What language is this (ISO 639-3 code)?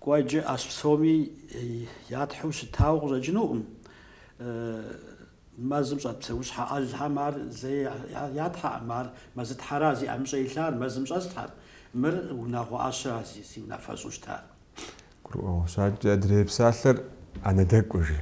kbd